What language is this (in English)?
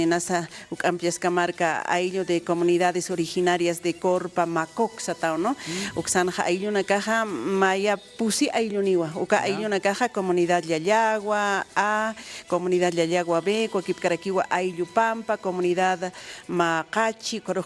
Aymara